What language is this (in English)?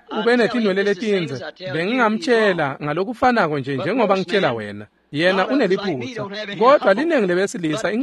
Swati